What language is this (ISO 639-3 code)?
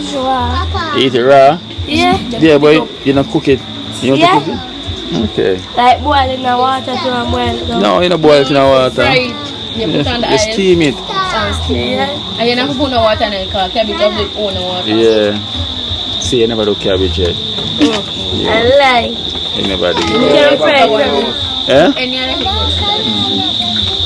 jam